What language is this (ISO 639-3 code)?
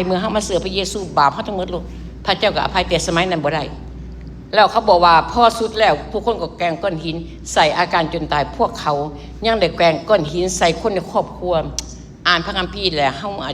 lao